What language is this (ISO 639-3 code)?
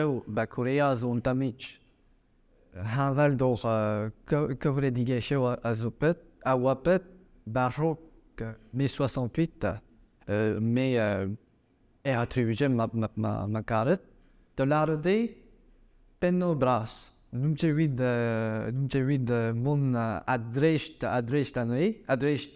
bre